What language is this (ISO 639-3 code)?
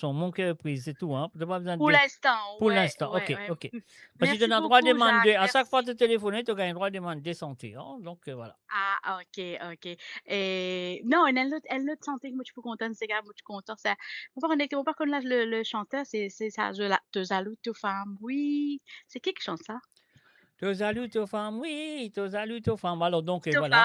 mfe